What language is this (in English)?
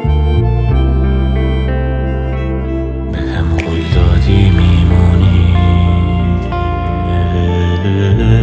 Persian